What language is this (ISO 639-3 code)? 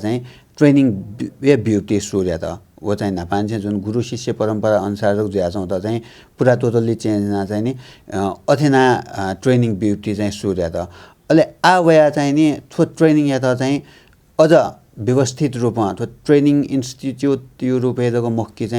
new